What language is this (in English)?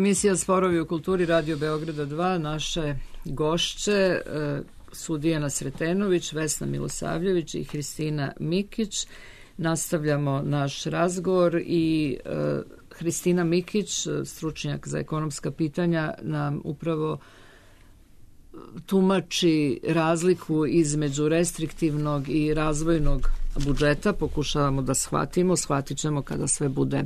Serbian